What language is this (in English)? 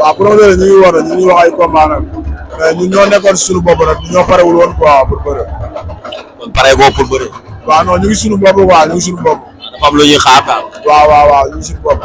Wolof